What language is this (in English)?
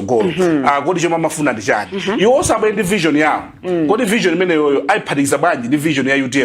Nyanja